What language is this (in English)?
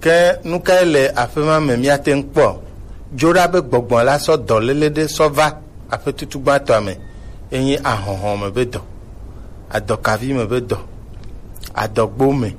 Gen